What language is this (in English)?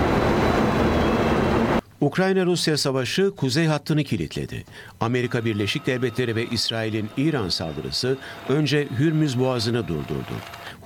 Turkish